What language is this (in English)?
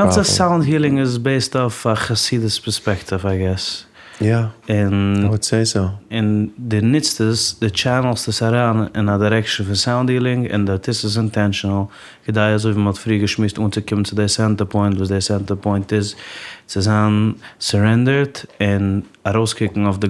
Yiddish